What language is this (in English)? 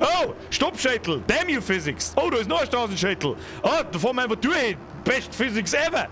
Bavarian